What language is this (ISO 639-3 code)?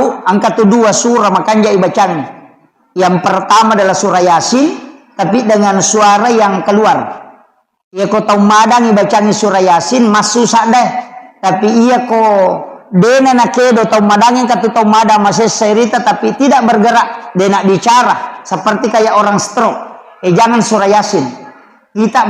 bug